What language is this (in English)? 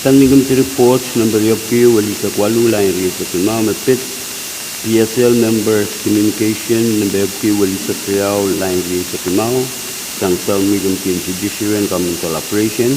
Pohnpeian